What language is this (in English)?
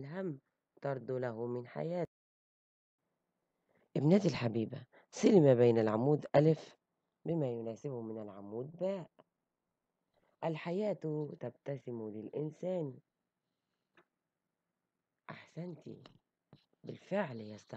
Arabic